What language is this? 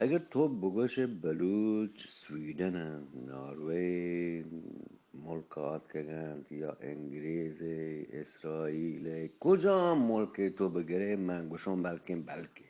Eastern Balochi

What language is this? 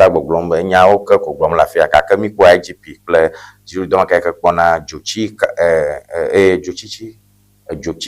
Ewe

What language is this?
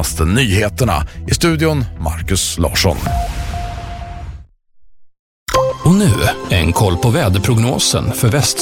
Swedish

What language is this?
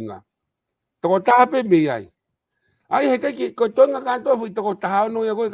Tongan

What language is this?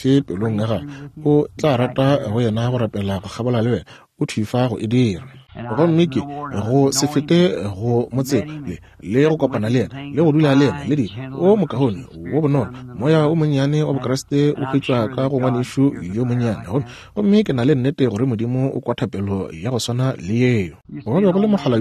Northern Sotho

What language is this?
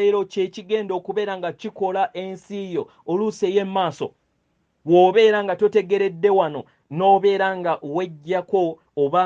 Ganda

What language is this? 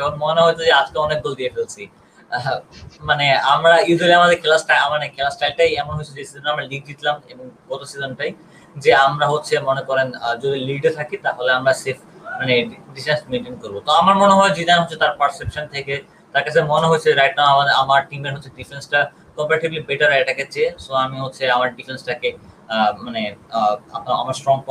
Bangla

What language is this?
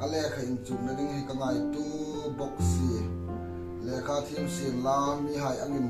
Hmar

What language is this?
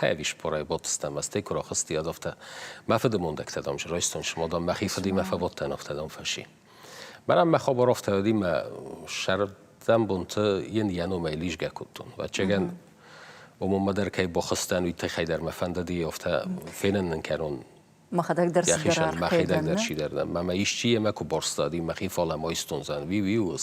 Ossetic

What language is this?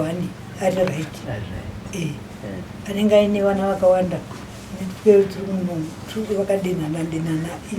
Shona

